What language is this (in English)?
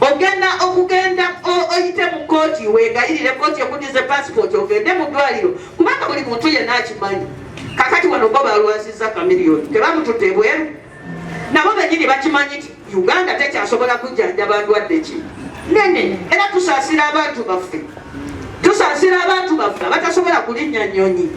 Ganda